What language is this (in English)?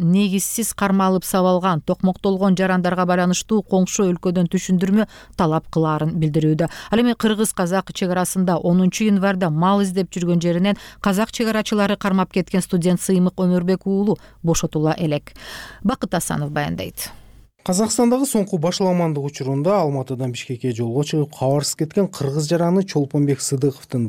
Kyrgyz